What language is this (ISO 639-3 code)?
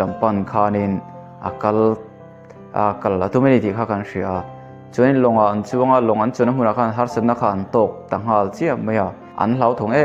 lus